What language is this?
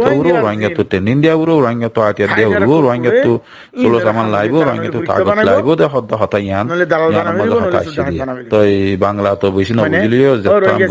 Rohingya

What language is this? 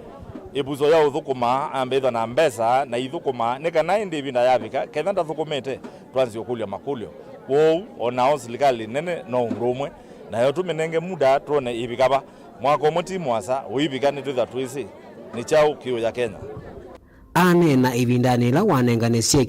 Kamba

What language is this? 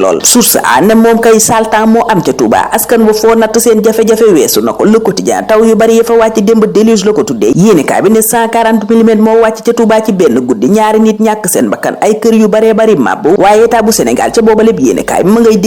Wolof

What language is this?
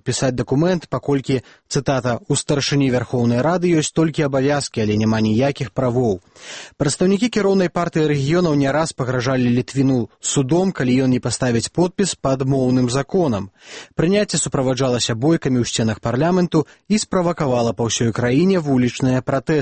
Belarusian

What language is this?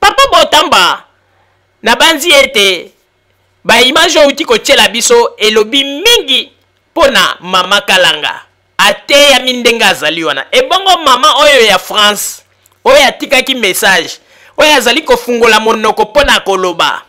Lingala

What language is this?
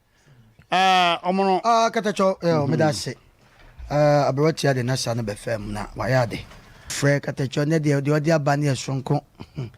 Akan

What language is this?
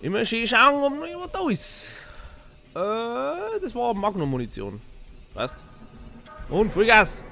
Bavarian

